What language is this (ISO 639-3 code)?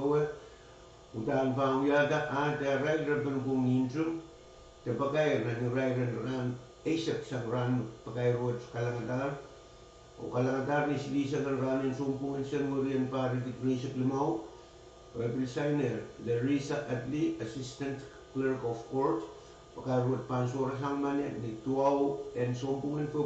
pon